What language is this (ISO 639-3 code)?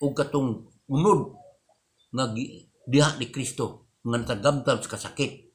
ceb